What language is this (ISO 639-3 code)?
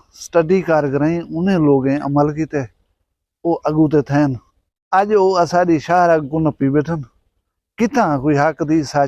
skr